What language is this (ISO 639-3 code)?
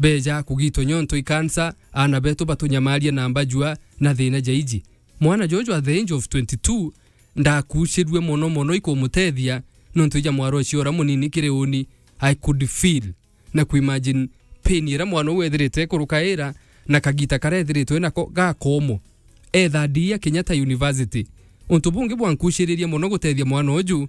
mer